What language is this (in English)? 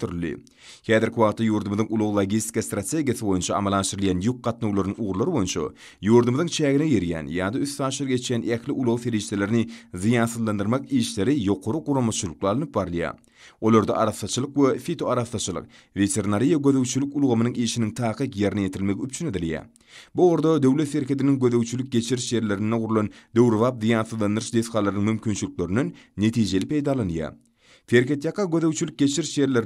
Turkmen